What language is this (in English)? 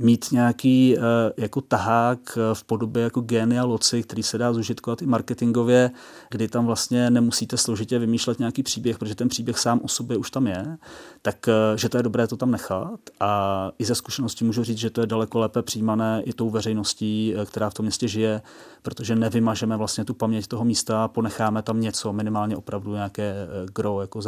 Czech